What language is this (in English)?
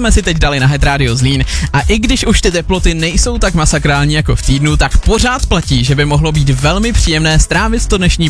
Czech